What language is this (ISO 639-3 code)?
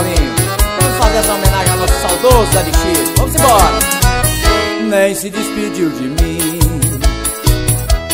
por